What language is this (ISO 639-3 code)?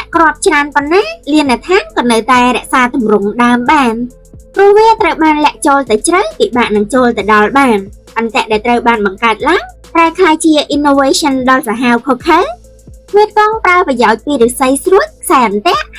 khm